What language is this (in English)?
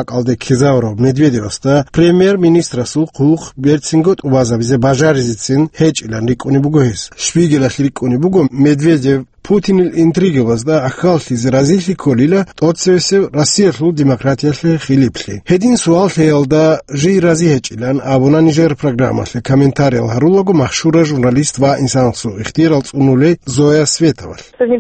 Avaric